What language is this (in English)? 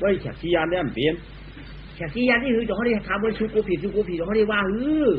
Shan